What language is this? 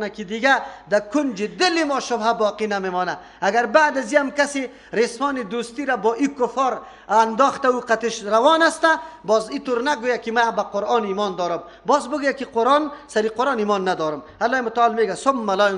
Persian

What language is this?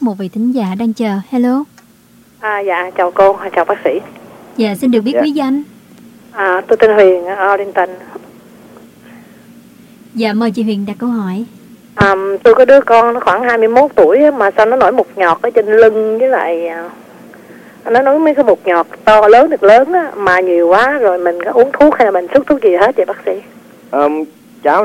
Vietnamese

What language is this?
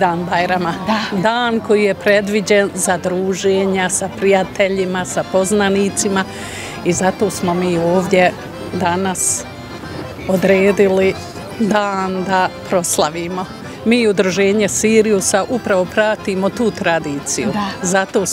Bosnian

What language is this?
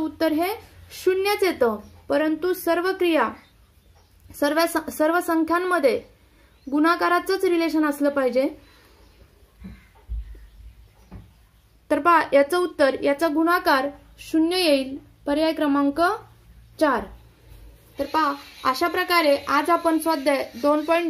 Marathi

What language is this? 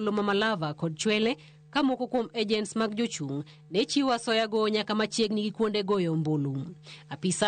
Luo (Kenya and Tanzania)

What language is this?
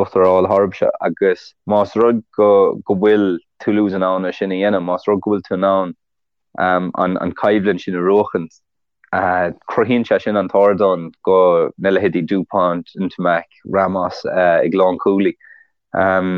Irish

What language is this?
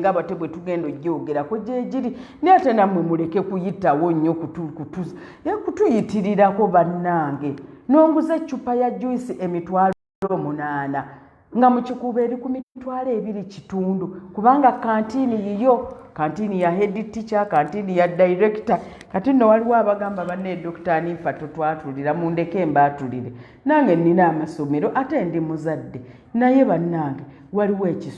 Ganda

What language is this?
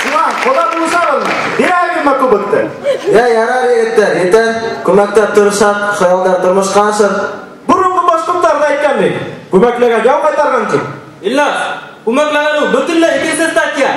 Bashkir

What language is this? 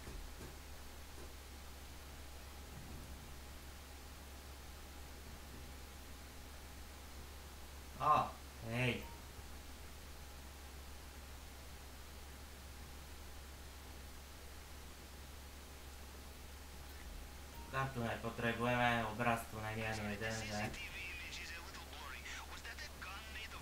Slovak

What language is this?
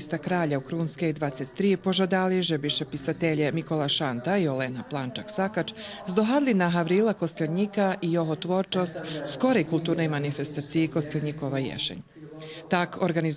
Rusyn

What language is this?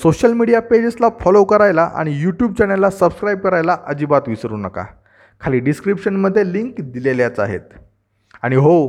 Marathi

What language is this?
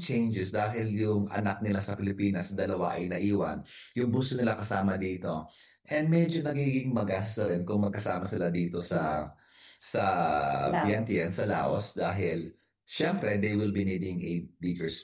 Filipino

